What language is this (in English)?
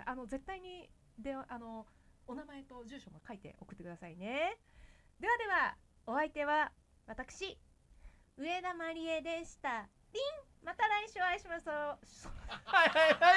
Japanese